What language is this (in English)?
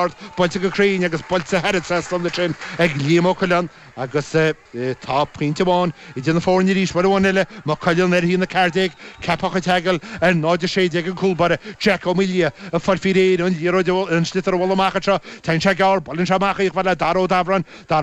Irish